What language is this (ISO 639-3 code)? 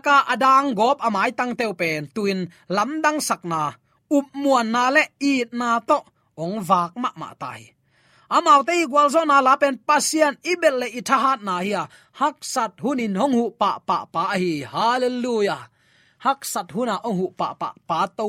ctd